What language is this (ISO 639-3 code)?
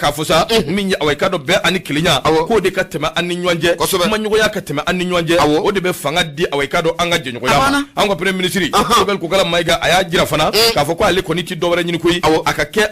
bam